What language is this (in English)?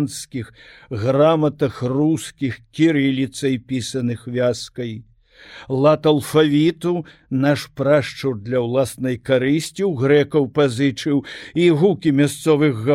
Belarusian